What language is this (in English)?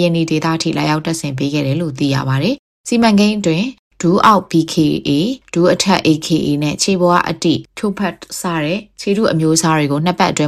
Burmese